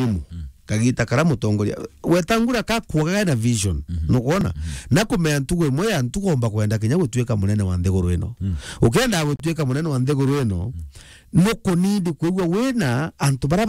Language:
Meru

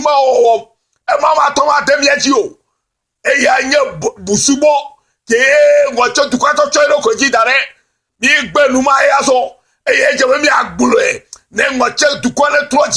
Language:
Ewe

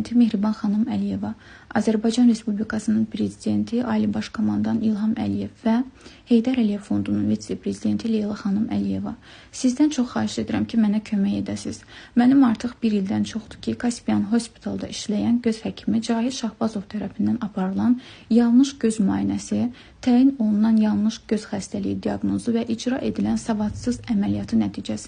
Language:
Azerbaijani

